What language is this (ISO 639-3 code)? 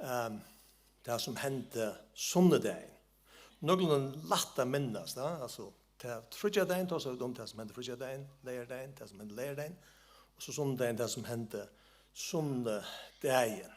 fao